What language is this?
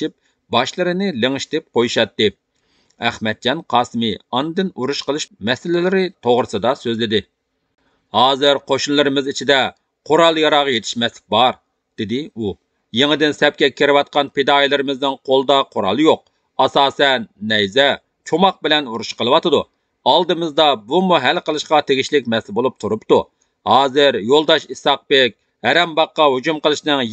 Uyghur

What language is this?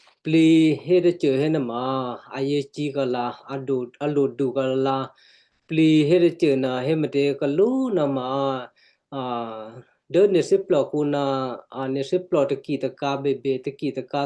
Western Kayah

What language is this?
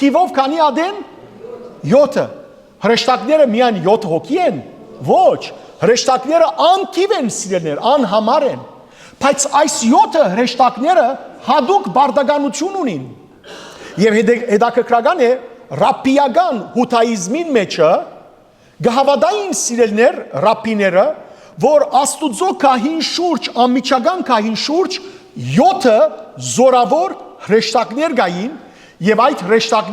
Western Armenian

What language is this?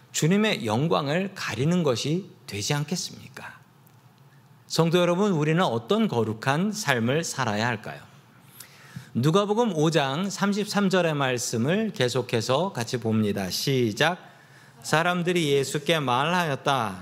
Korean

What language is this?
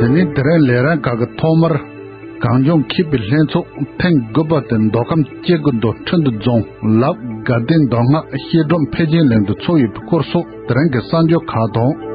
Tibetan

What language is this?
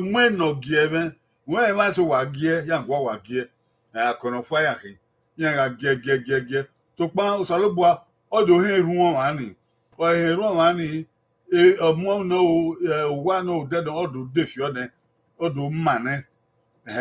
Bini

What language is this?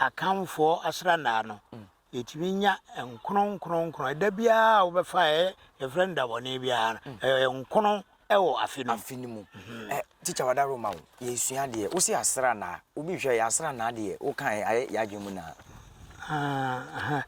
Akan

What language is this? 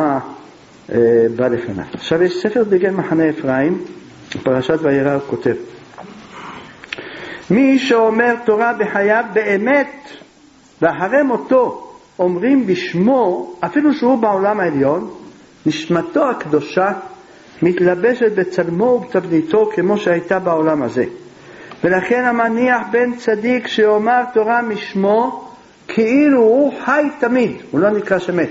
Hebrew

